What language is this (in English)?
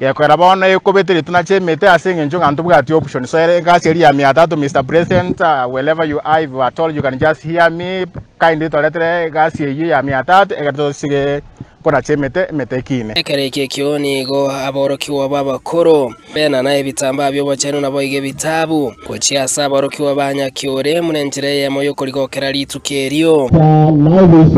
Gusii